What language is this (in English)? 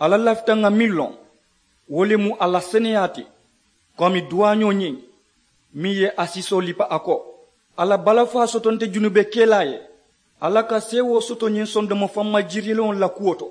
Mandingo